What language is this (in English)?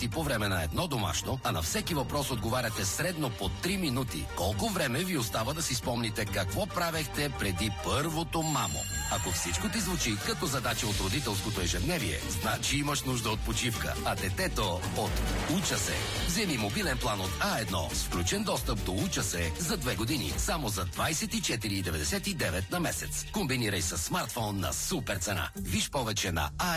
Bulgarian